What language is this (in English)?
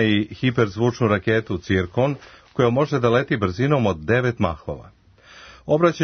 Serbian